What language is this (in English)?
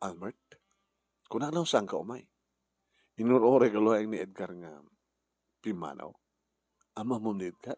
Iloko